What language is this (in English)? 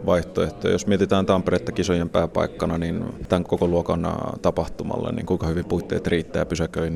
Finnish